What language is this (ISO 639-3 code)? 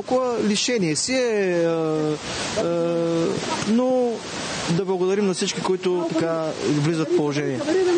bul